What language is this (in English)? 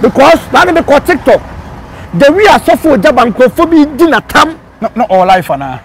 Akan